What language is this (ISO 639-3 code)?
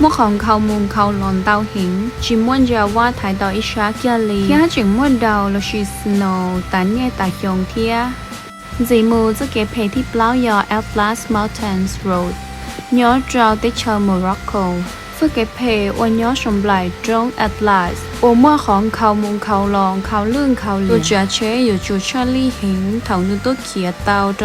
hmn